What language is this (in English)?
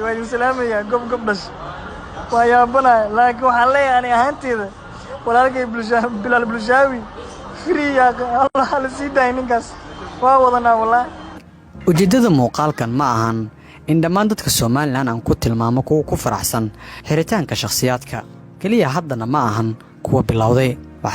Somali